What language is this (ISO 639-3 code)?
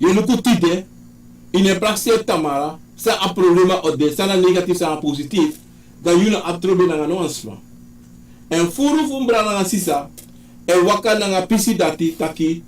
srn